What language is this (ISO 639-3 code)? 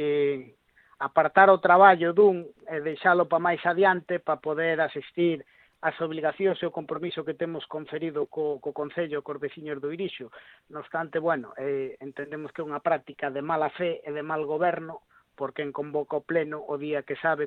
glg